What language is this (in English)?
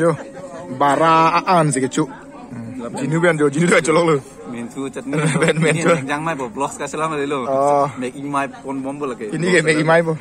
Karbi